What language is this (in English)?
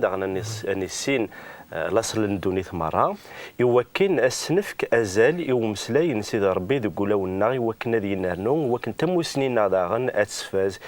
Kabyle